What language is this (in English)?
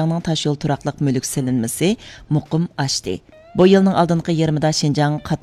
Uyghur